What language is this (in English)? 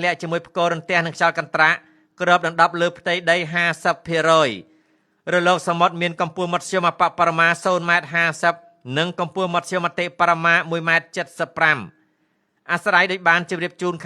Khmer